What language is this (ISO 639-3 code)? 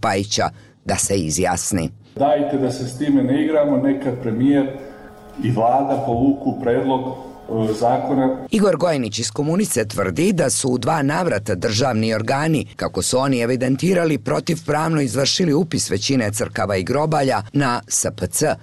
bos